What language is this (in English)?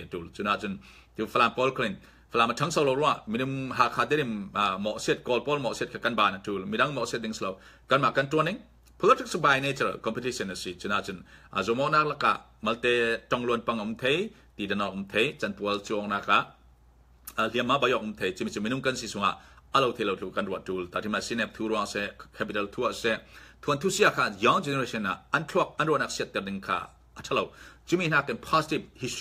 Falam Chin